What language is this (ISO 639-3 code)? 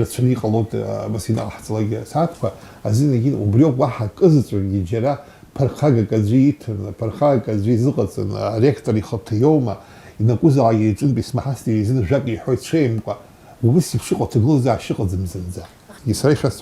abk